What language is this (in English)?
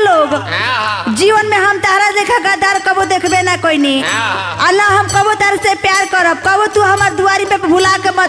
Bhojpuri